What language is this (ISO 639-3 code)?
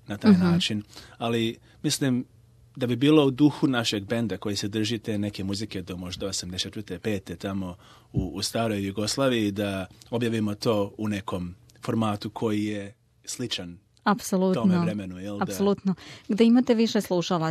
srp